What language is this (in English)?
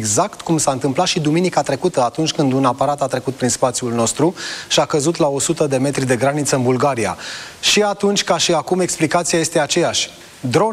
Romanian